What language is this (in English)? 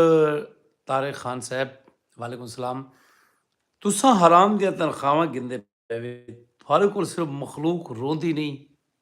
Saraiki